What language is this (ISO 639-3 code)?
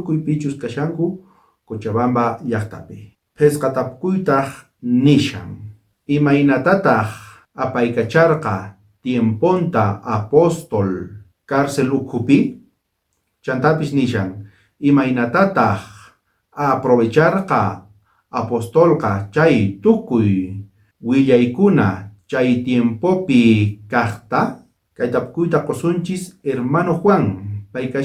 quh